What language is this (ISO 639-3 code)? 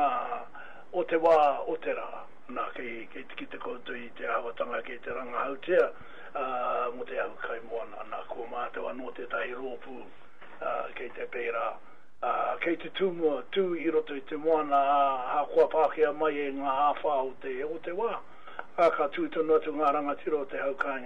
mri